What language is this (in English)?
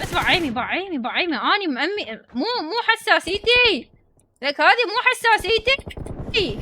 Mesopotamian Arabic